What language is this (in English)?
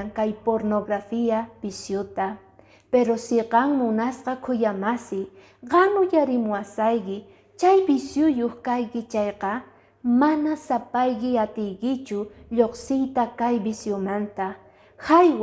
Quechua